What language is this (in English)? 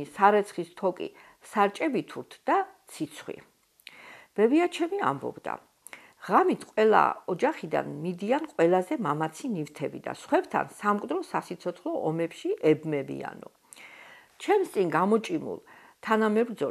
Georgian